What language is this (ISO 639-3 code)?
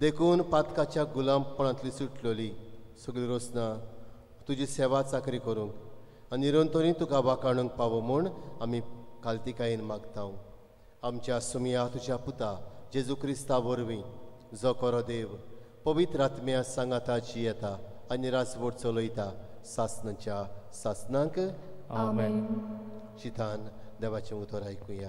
kok